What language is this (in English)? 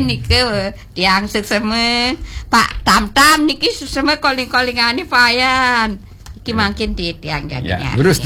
Balinese